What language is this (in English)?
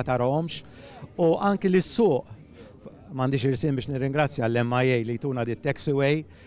Maltese